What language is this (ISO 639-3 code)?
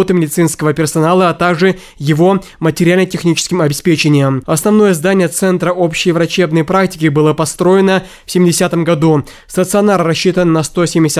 rus